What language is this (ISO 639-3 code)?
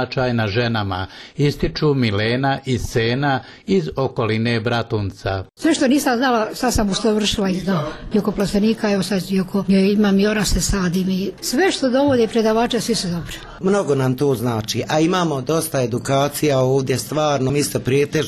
bos